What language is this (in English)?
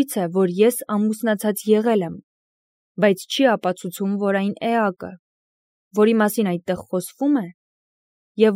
Armenian